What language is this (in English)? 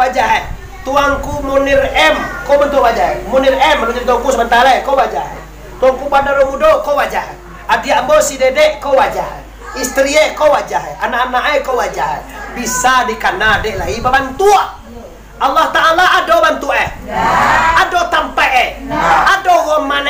Minangkabau